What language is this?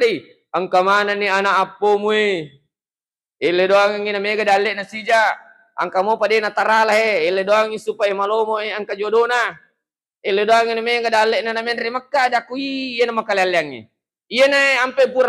Buginese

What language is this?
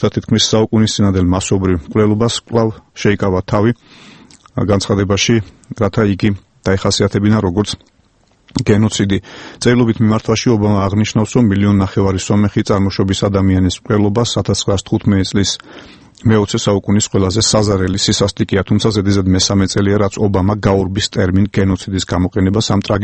Georgian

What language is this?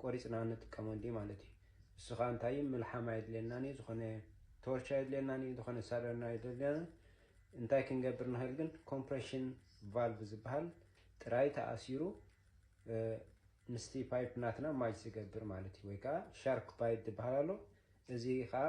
Tigrinya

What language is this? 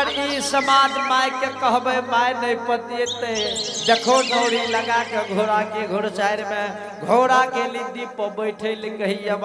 Angika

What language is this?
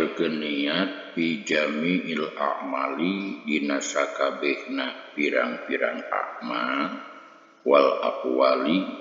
Sundanese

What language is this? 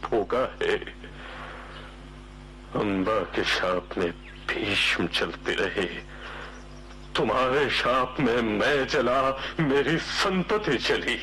Hindi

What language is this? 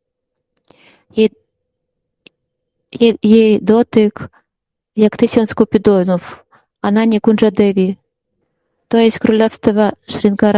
Polish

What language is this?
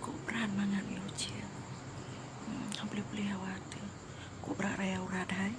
Achinese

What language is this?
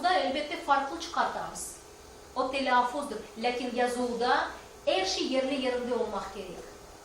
Crimean Tatar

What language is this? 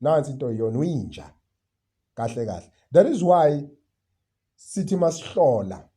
Zulu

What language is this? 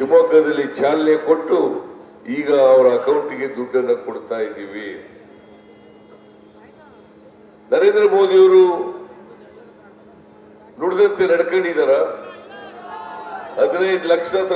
Kannada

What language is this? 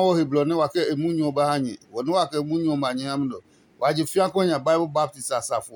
Adangme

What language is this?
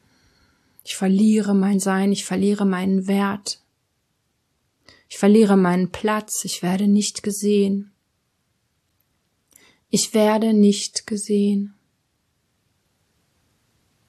German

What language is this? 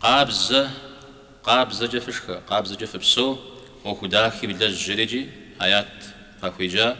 Kabardian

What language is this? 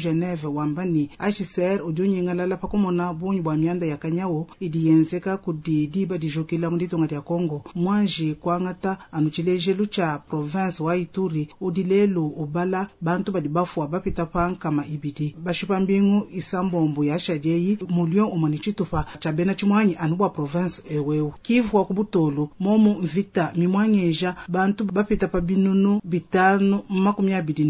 Luba-Lulua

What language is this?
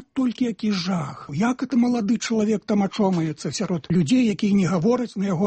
Belarusian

